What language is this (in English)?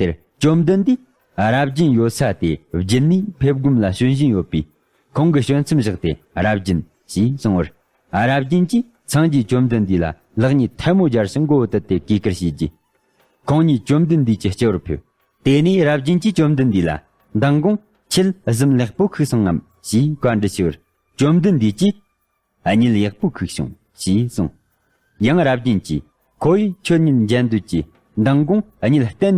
Tibetan